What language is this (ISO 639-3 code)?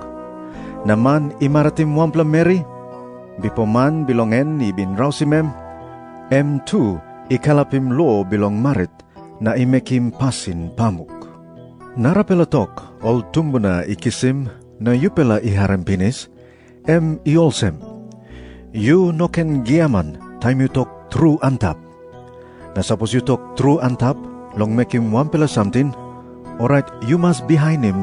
tpi